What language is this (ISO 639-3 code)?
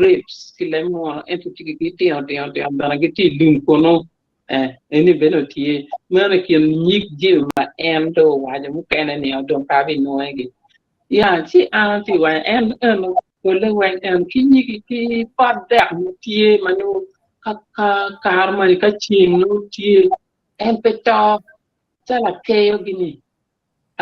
ach